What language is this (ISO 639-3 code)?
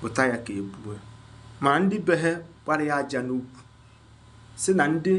ibo